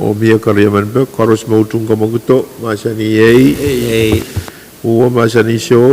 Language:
Pohnpeian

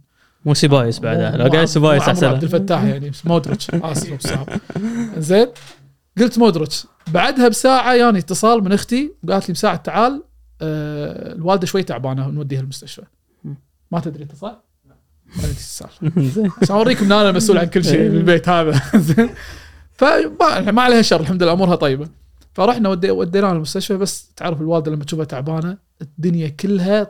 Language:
Gulf Arabic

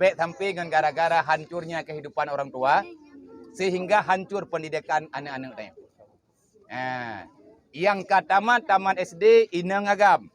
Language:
Achinese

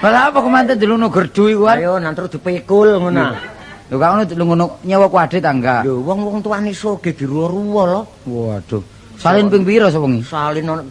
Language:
Javanese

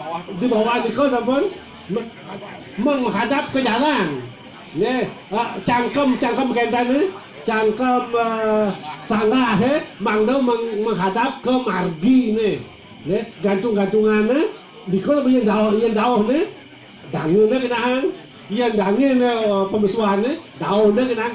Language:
Balinese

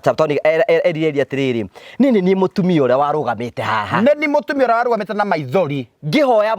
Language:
Kikuyu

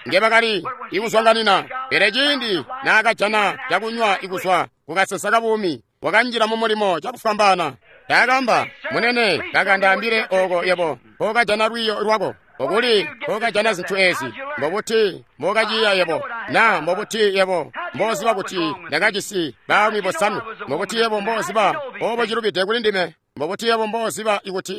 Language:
Tonga (Zambia)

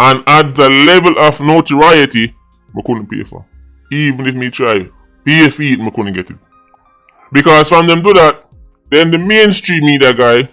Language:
Jamaican Creole English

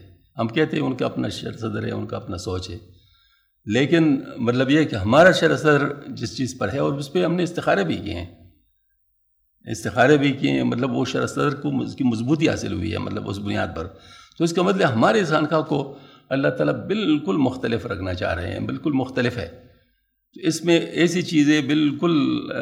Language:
Urdu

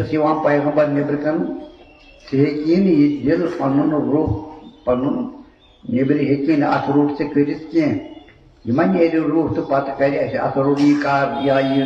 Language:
Kashmiri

